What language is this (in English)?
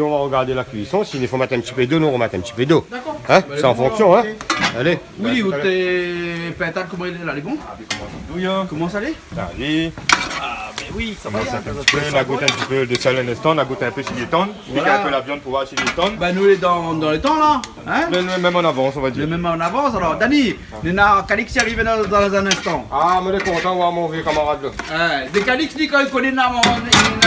Réunion Creole French